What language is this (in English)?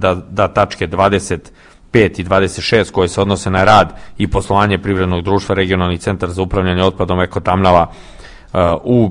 Serbian